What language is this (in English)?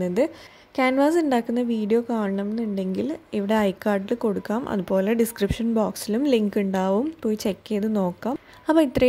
Malayalam